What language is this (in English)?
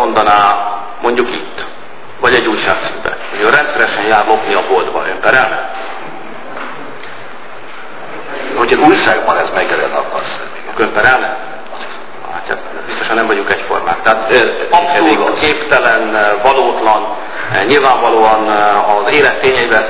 Hungarian